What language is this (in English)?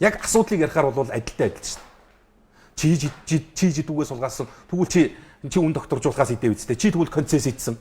Mongolian